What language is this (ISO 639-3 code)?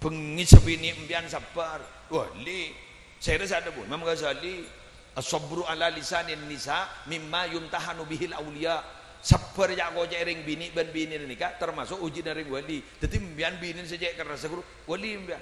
mad